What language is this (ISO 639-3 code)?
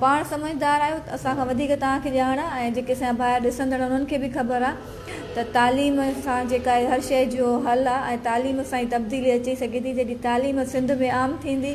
snd